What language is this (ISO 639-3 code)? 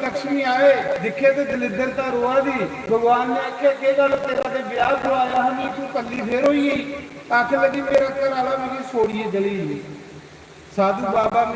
doi